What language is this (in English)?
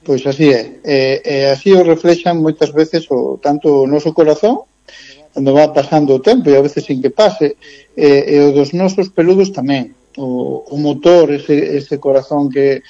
Galician